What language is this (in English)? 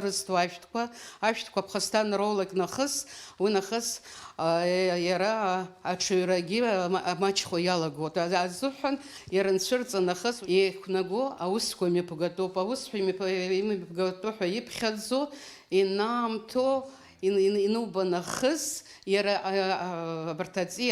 Abkhazian